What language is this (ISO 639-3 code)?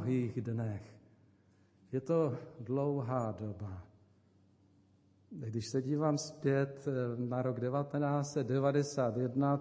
ces